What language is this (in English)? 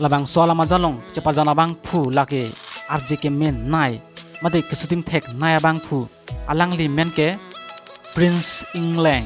Karbi